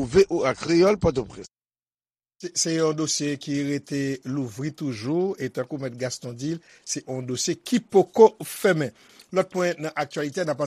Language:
Haitian Creole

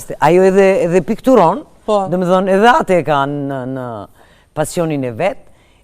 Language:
Albanian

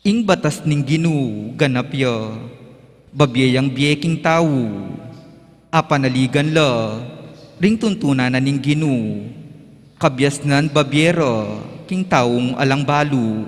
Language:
Pampanga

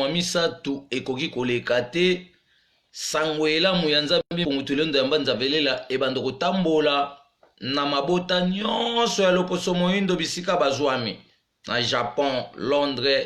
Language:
Lingala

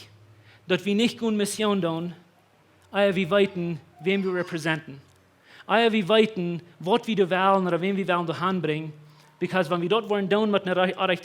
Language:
Plautdietsch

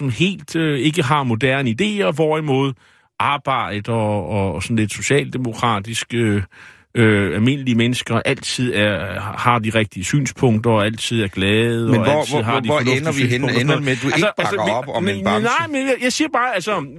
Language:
Danish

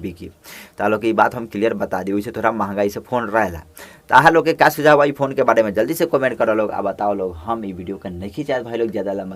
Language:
Bhojpuri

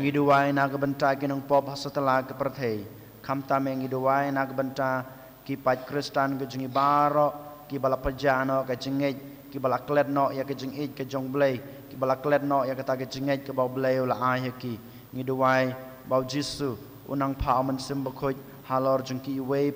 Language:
Khasi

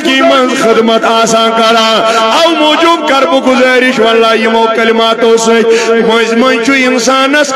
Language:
Kashmiri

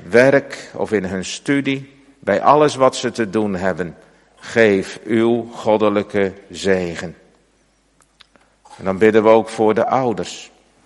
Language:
Dutch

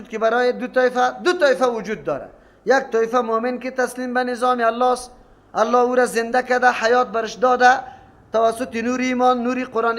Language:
Persian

